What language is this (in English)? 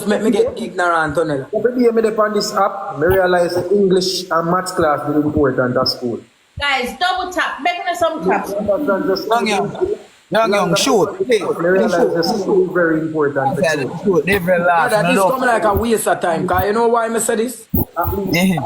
Jamaican Creole English